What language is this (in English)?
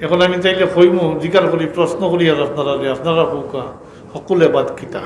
Sylheti